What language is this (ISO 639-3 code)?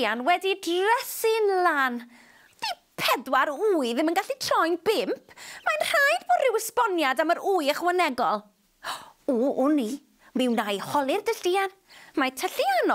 cym